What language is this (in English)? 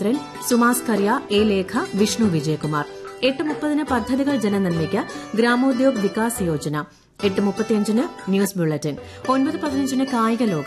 Malayalam